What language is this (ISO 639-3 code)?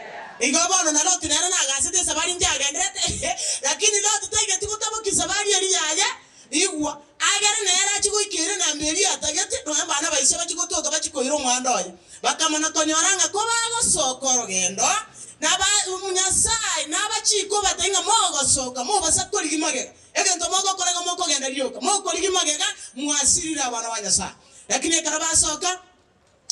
guz